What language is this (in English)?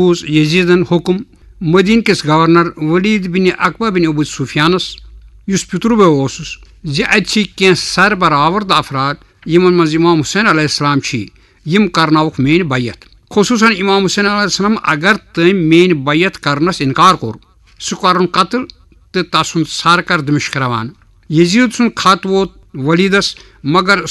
Kashmiri